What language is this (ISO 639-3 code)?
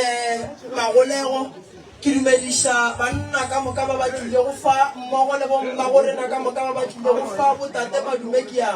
nso